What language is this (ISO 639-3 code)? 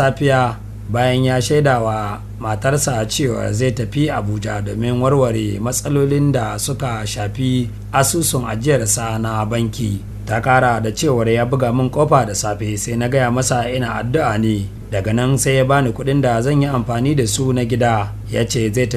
hau